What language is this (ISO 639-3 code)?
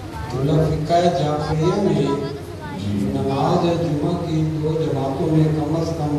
urd